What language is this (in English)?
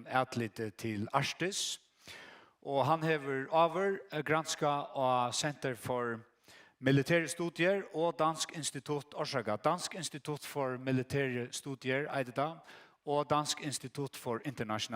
Faroese